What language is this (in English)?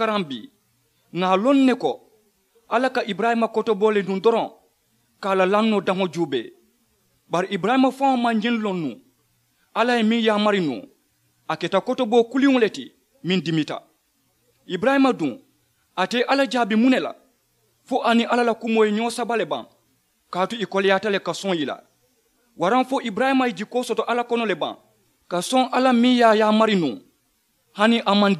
Mandingo